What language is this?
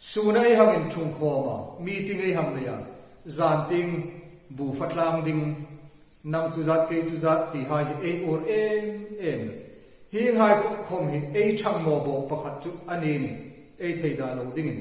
Hmar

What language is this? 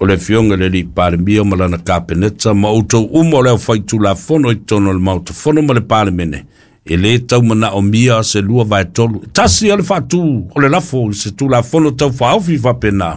Samoan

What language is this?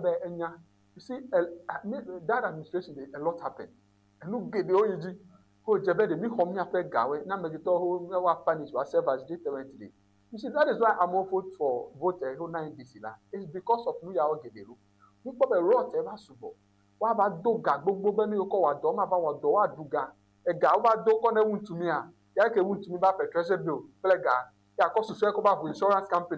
Ewe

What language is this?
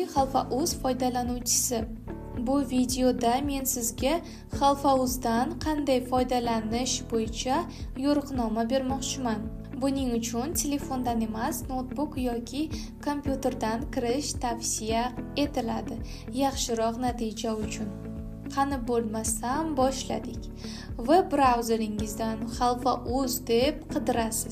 Uzbek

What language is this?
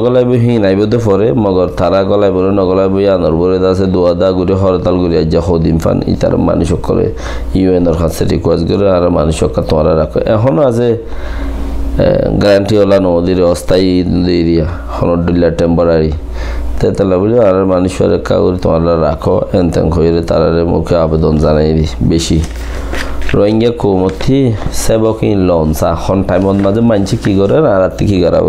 Rohingya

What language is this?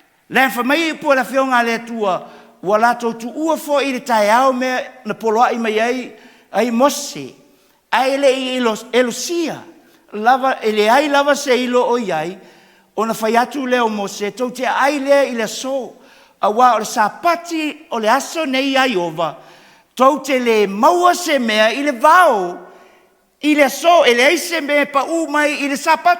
Samoan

